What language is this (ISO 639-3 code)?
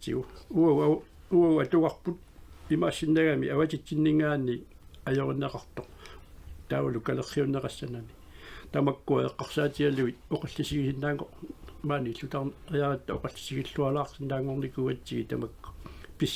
kal